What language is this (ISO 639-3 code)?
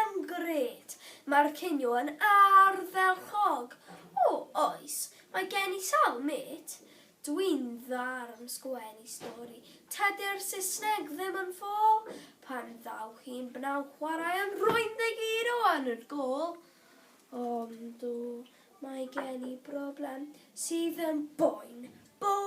cym